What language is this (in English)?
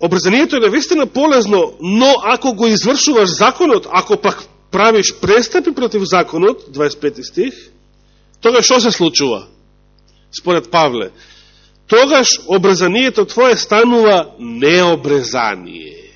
Macedonian